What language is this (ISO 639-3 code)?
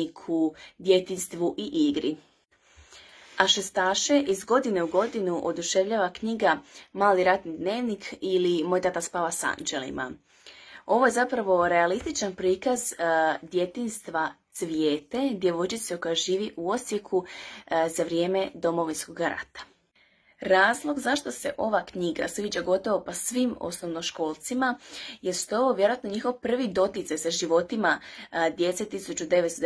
hrv